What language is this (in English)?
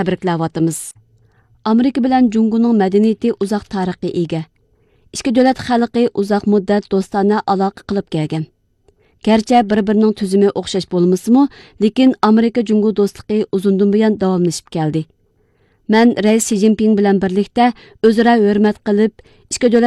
Uyghur